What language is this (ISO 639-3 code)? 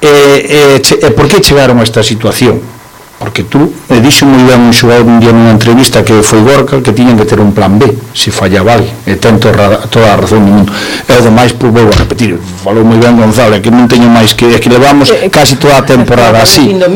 glg